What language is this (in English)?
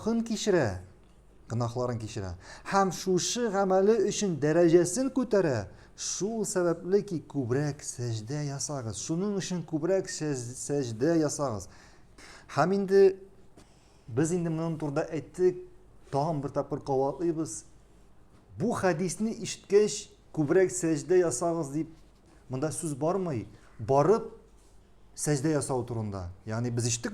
Tatar